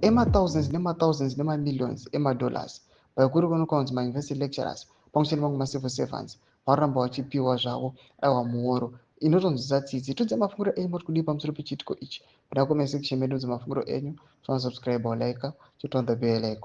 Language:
Shona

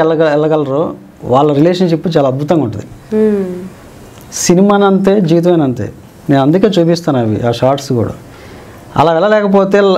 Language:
Telugu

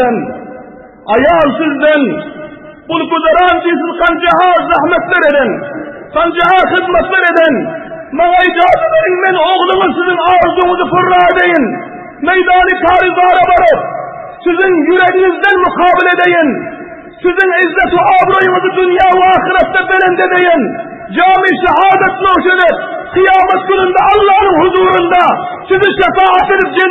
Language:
Turkmen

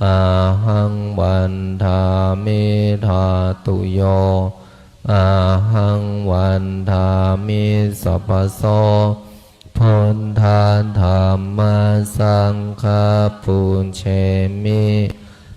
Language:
Pali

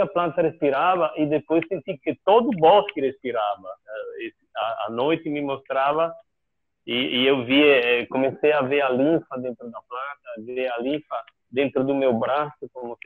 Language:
Portuguese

